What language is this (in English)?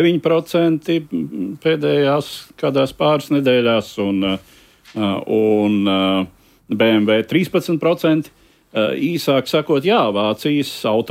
Latvian